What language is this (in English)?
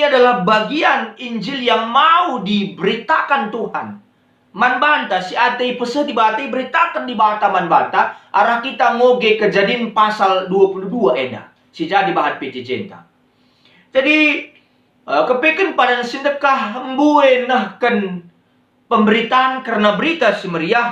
Batak Karo